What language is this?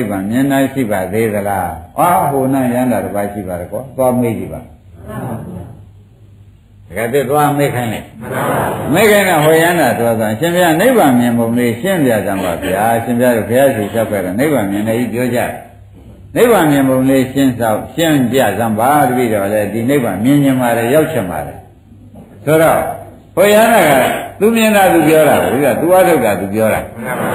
Burmese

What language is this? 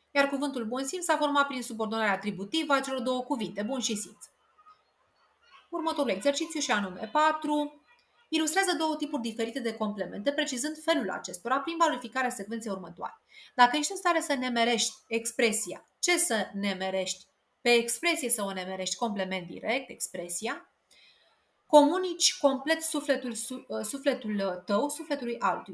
Romanian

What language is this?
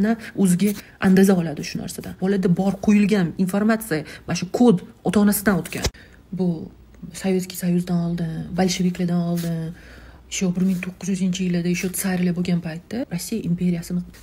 Uzbek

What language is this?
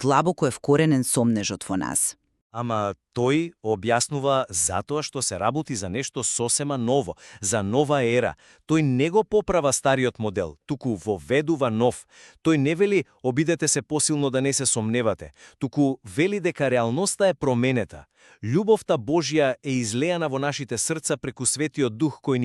Macedonian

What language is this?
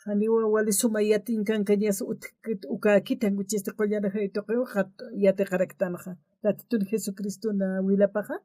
Aymara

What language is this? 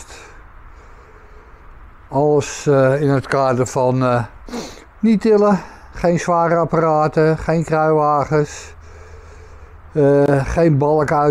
Dutch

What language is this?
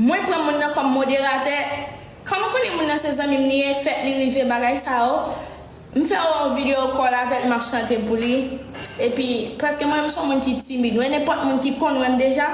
Haitian Creole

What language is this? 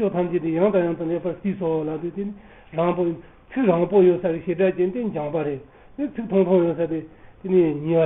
Tibetan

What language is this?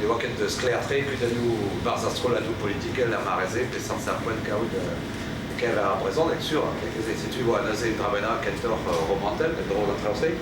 Breton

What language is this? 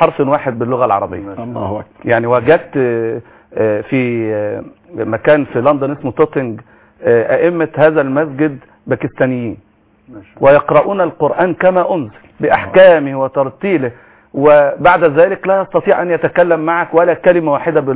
Arabic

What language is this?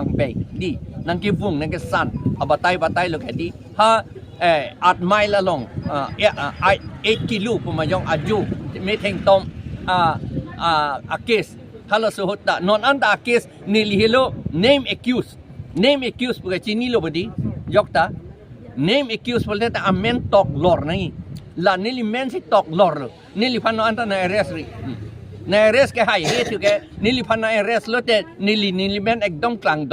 Karbi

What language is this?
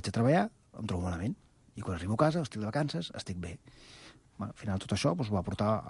Catalan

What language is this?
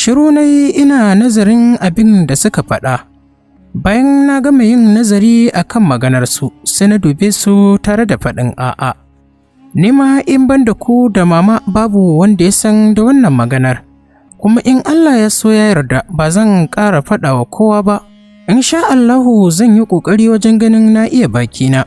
Hausa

